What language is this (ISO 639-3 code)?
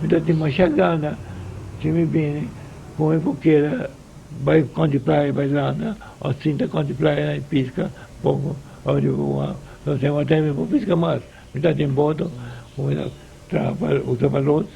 pap